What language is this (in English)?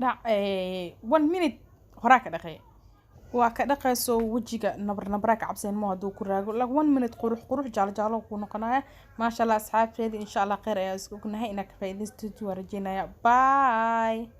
Somali